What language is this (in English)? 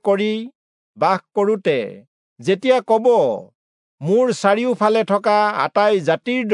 Assamese